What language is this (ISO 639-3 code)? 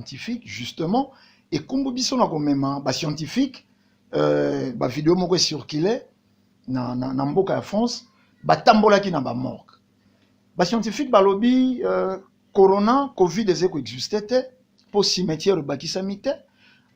lin